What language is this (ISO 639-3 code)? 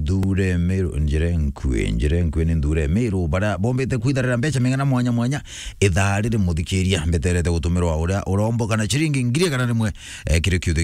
mer